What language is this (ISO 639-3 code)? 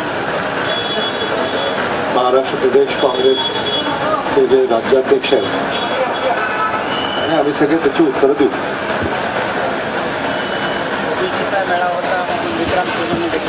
mar